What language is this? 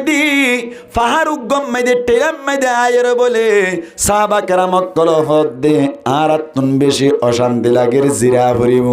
Rohingya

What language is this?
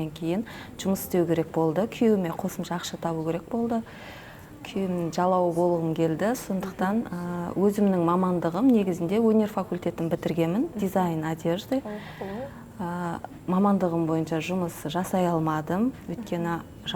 Kazakh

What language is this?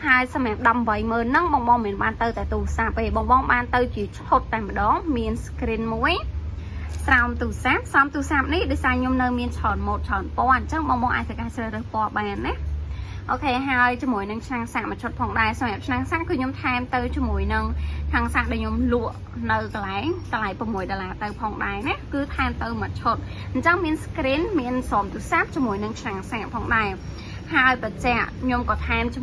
Khmer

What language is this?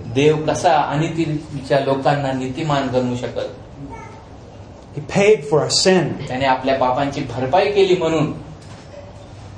Marathi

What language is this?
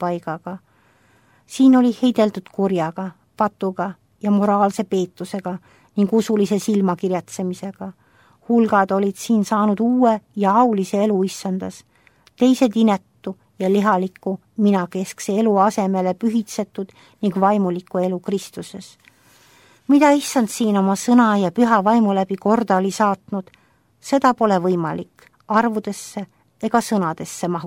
Estonian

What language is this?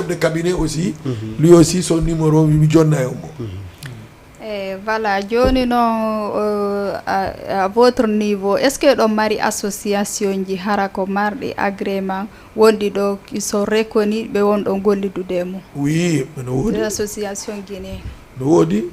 Fula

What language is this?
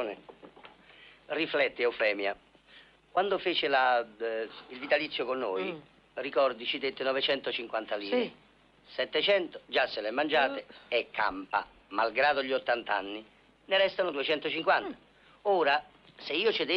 Italian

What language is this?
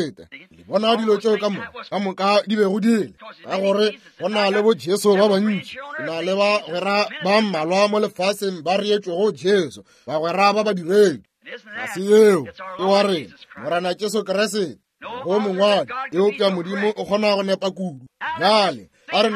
Northern Sotho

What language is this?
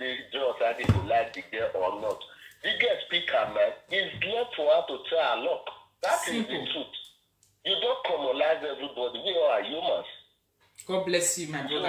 Nigerian Pidgin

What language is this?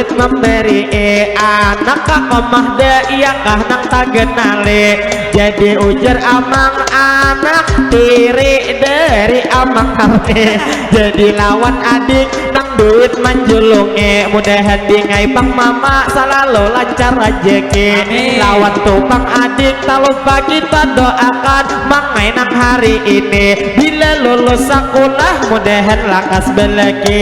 Banjar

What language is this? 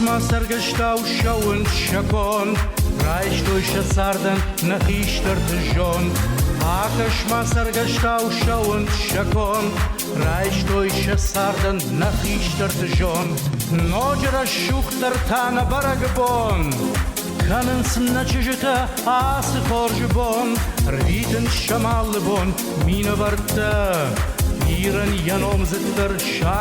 Ossetic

